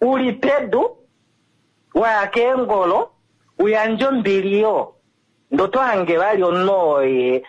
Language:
Kuanyama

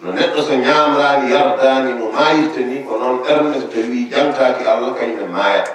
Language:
Fula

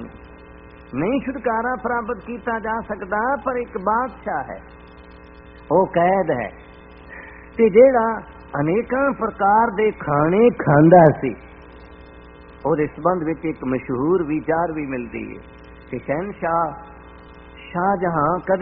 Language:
Punjabi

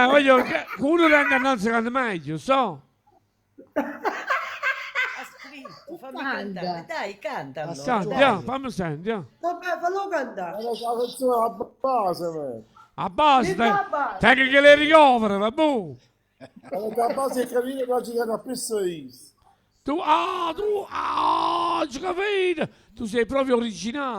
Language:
Neapolitan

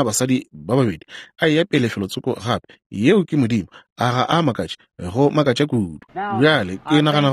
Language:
Northern Sotho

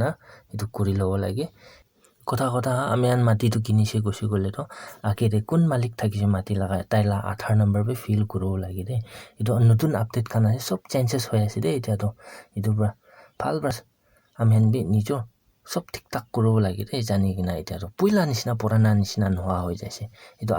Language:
Naga Pidgin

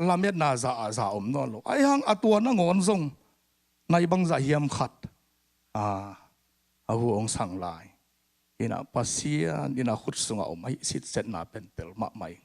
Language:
Tedim Chin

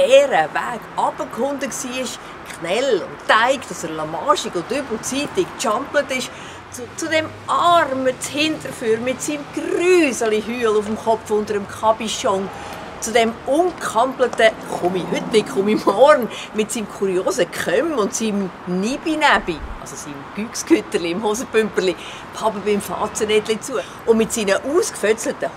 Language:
Swiss German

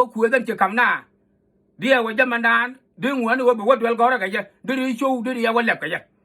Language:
Nuer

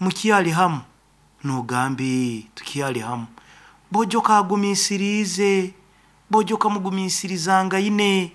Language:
Nyoro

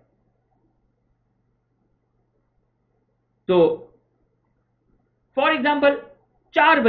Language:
Urdu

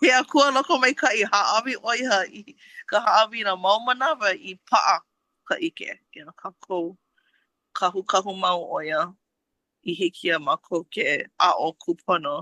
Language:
Hawaiian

